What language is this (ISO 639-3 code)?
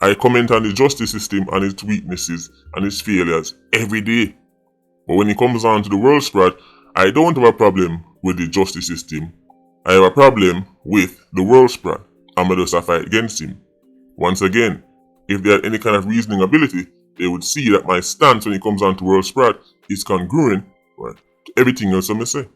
jam